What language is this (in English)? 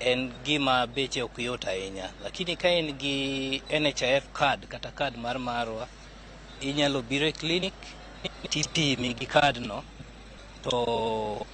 Luo (Kenya and Tanzania)